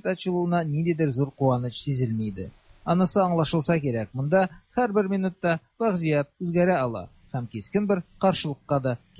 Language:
Tatar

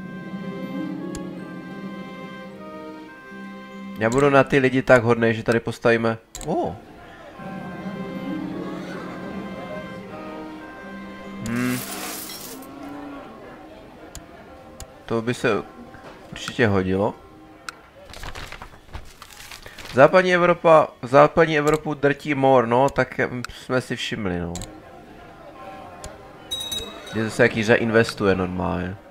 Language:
Czech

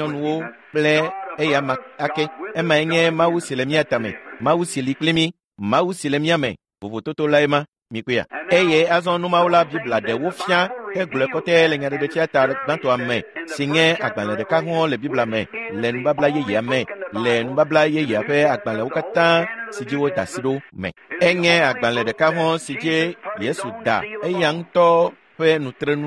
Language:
Ewe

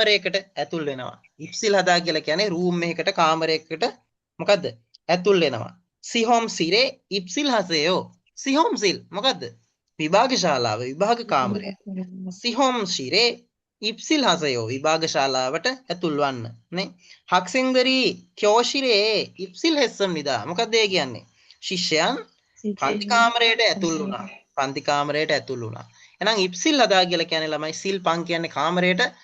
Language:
Sinhala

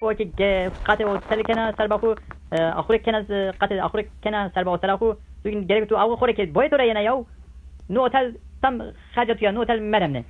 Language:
Zaza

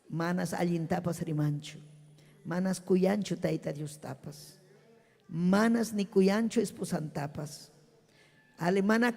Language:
Ayacucho Quechua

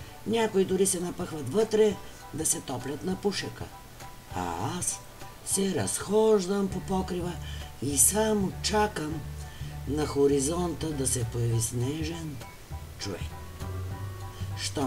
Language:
Bulgarian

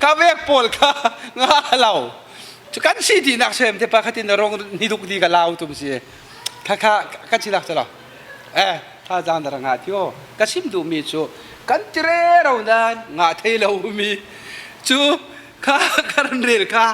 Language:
Falam Chin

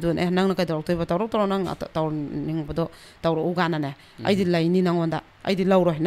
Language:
Manipuri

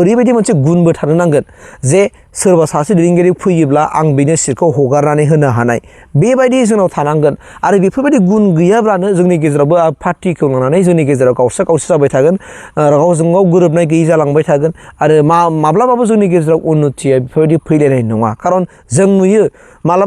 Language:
Bodo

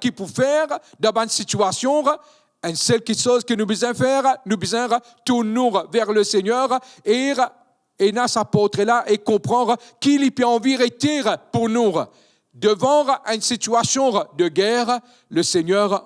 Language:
Morisyen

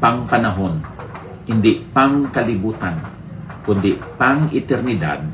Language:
Hiligaynon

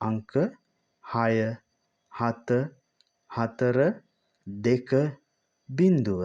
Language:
Sinhala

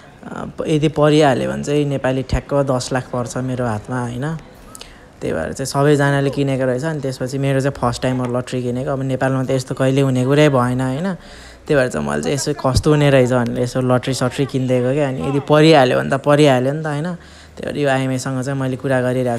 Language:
Nepali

